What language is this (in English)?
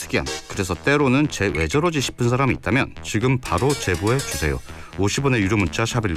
Korean